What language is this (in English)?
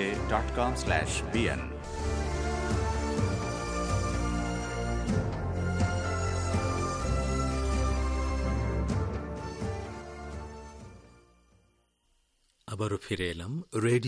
Bangla